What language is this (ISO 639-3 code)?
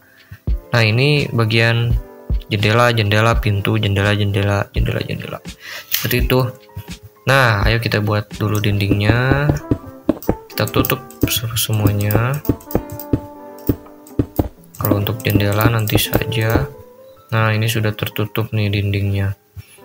ind